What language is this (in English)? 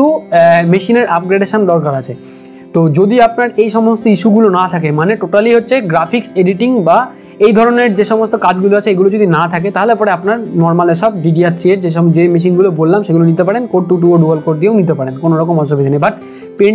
Bangla